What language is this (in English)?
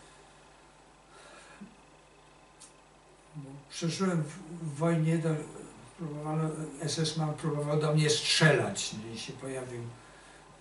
Polish